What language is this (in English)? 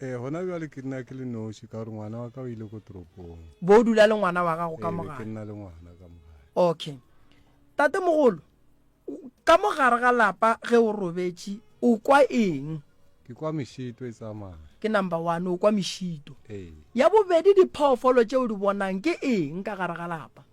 Northern Sotho